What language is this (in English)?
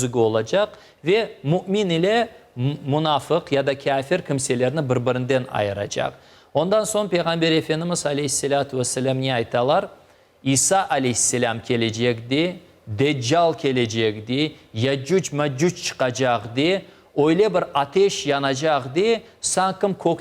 Crimean Tatar